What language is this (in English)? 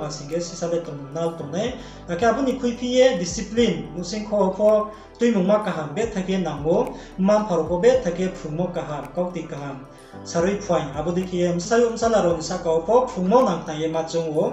Riang (India)